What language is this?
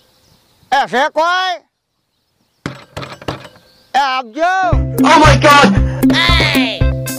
Gujarati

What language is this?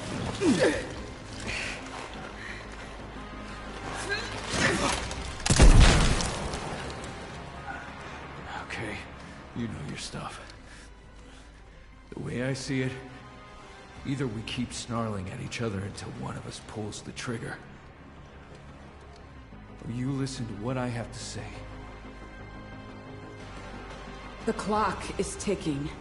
English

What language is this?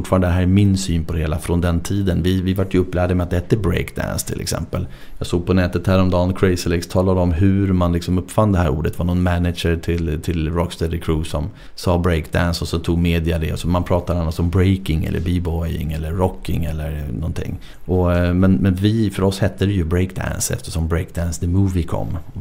Swedish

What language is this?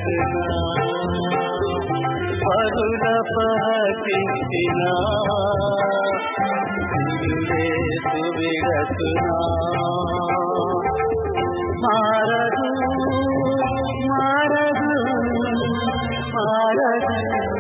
Telugu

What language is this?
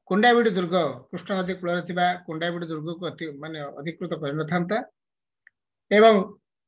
Odia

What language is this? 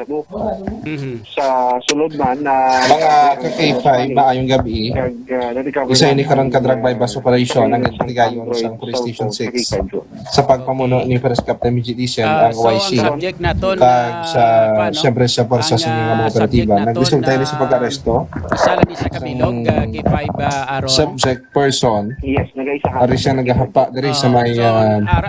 Hiligaynon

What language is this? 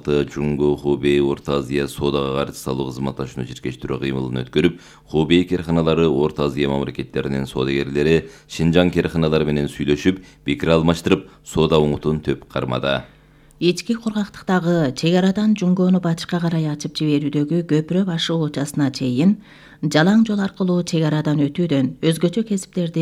Kyrgyz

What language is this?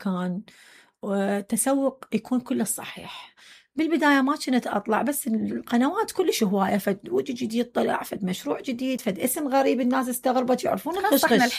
Mesopotamian Arabic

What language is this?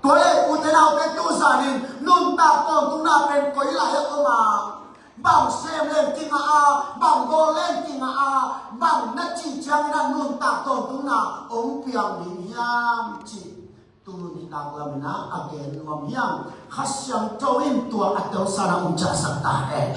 Tedim Chin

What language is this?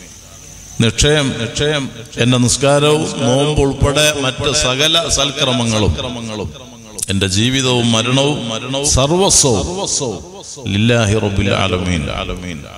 Malayalam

